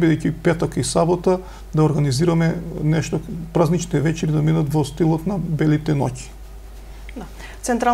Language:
Macedonian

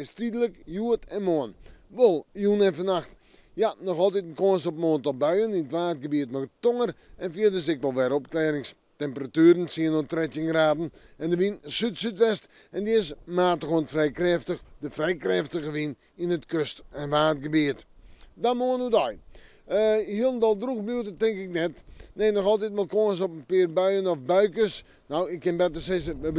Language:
Western Frisian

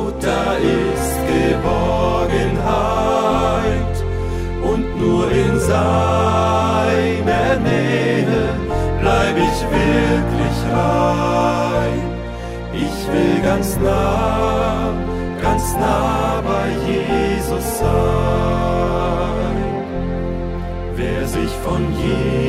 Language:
German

